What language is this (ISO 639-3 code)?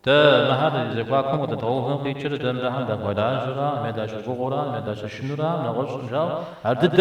kbd